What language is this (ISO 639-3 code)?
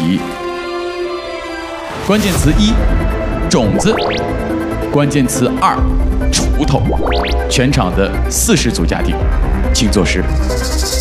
zho